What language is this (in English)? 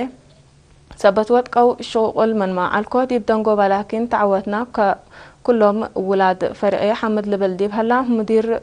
Tigre